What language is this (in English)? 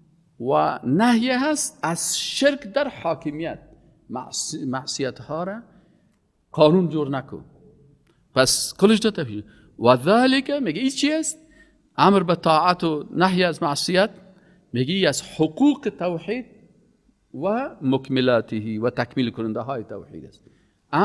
Persian